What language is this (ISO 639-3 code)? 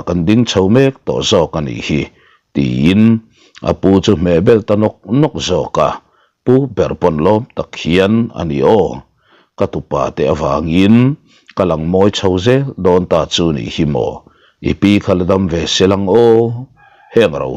lus